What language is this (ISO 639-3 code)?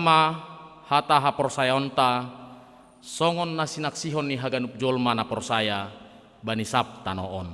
bts